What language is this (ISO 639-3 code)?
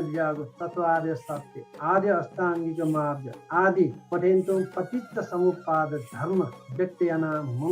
new